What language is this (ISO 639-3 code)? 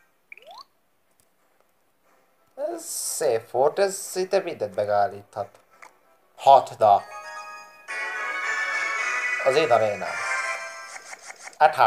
hun